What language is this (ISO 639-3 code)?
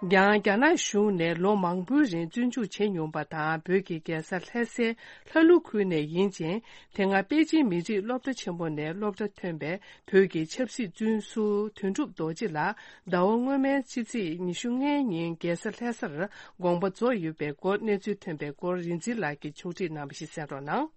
bod